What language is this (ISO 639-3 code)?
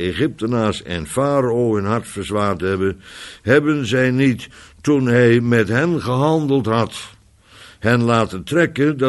nld